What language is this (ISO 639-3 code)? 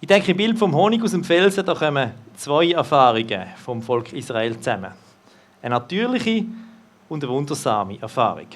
gsw